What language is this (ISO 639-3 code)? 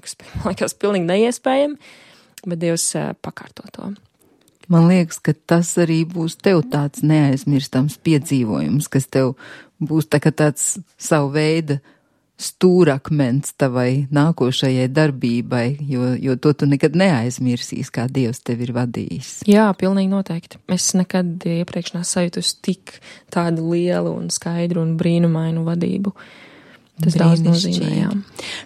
lav